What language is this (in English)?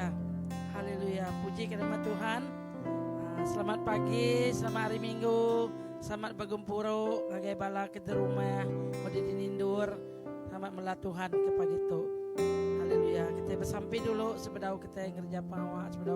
Iban